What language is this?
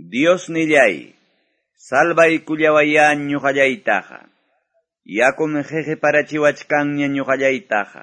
Quechua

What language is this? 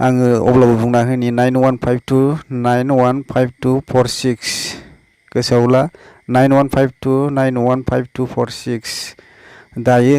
Bodo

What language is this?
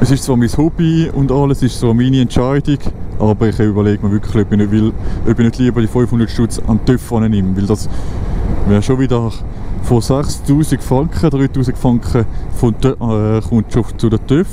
Swiss German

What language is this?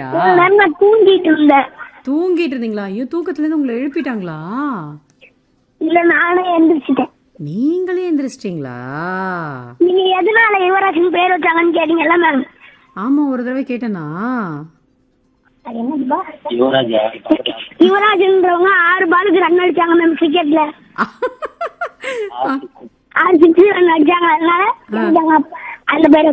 Tamil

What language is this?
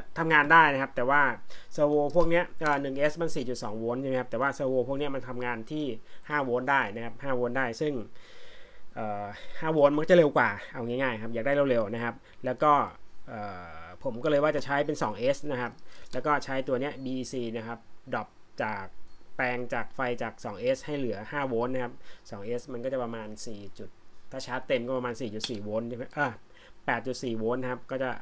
Thai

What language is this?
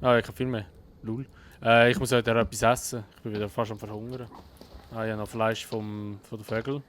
Swiss German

